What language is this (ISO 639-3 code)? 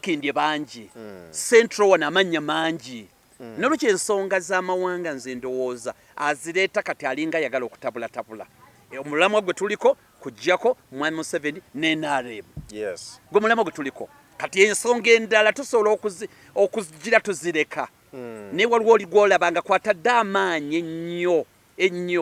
lug